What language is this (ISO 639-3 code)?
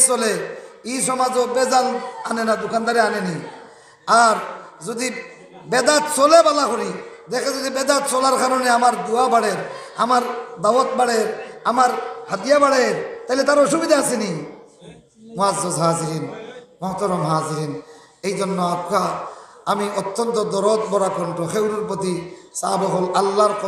syl